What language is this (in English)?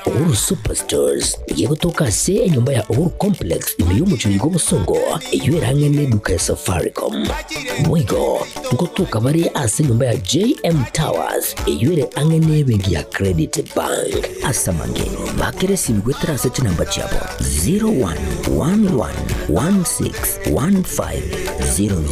Gusii